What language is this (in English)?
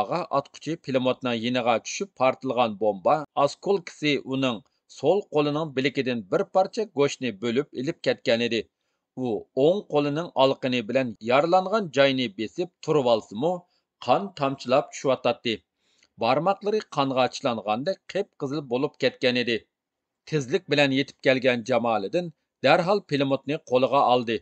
Uyghur